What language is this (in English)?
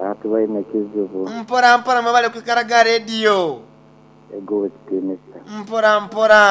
Nyankole